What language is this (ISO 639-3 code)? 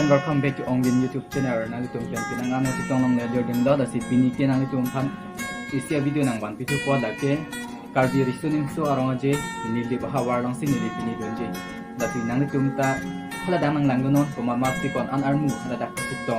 mjw